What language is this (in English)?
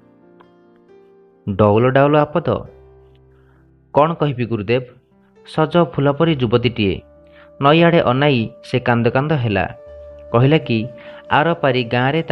Odia